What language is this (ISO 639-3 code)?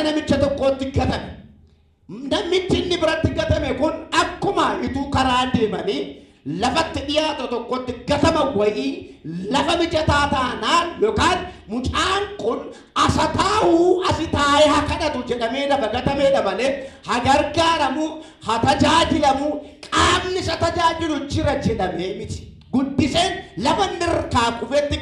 orm